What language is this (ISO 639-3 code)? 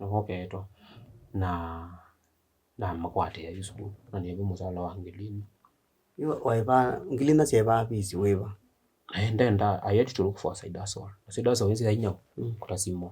kam